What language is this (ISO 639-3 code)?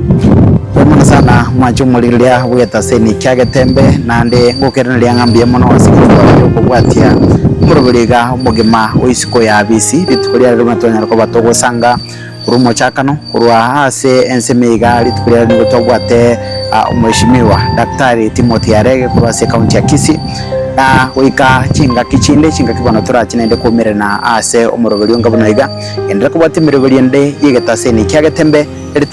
guz